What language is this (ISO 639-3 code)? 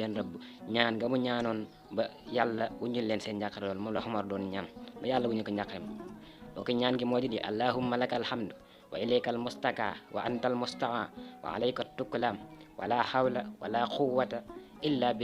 wol